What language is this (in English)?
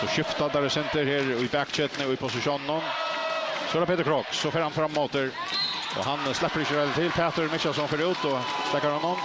Faroese